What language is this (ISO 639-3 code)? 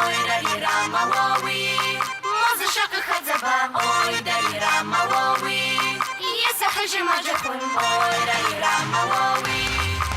kbd